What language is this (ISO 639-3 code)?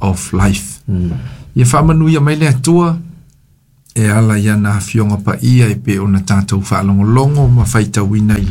smo